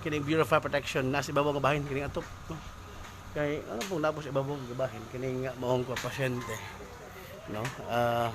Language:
Cebuano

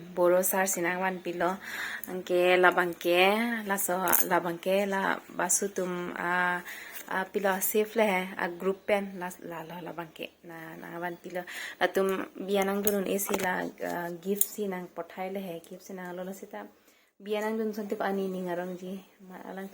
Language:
Karbi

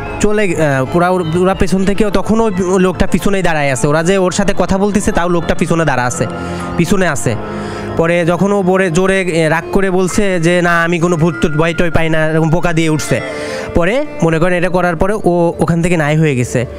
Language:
Bangla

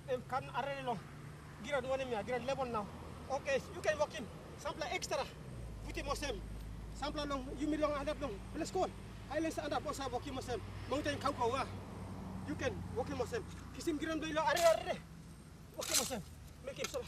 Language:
Tok Pisin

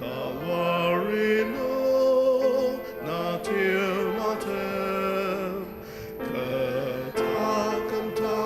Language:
Ao Naga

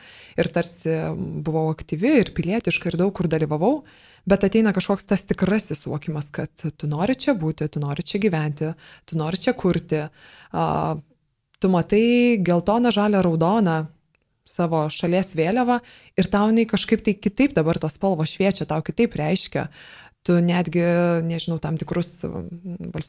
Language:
Lithuanian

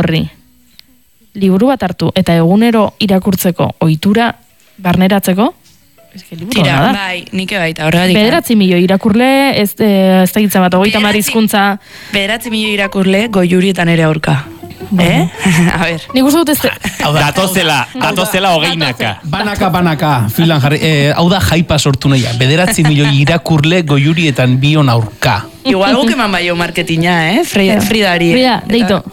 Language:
Basque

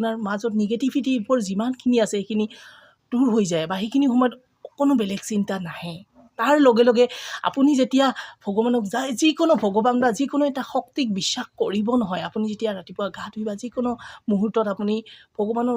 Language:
Assamese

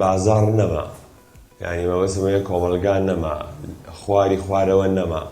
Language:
Central Kurdish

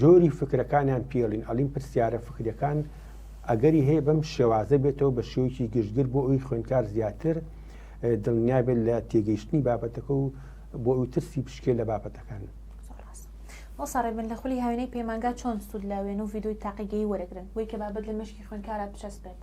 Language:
Central Kurdish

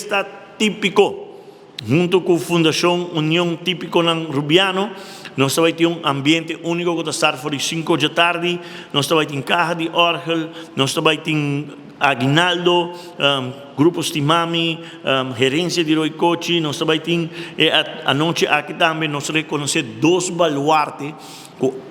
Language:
Papiamento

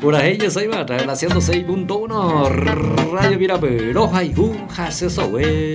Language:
Guarani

